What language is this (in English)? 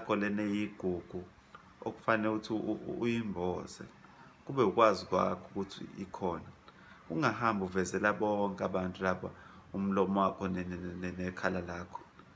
Zulu